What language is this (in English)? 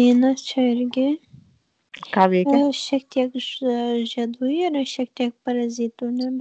Lithuanian